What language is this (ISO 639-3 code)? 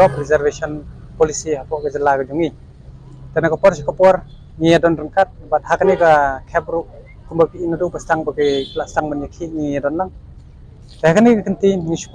kha